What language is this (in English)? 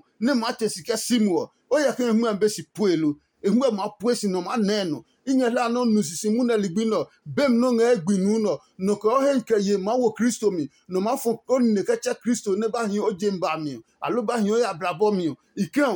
Adangme